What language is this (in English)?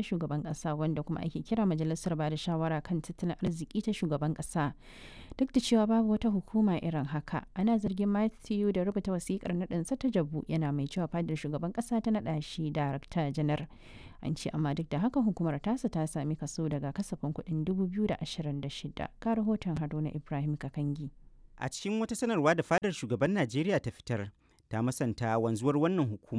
Hausa